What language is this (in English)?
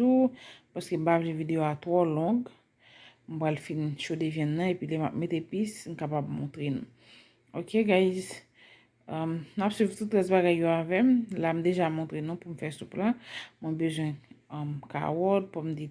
Haitian Creole